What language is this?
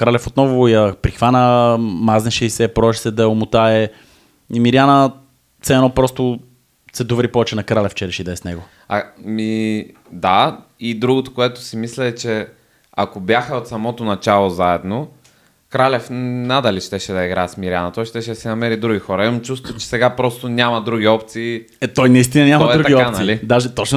Bulgarian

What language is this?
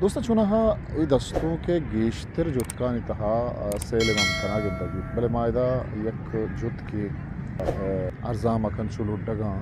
Baluchi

